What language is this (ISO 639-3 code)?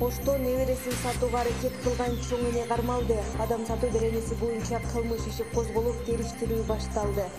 kir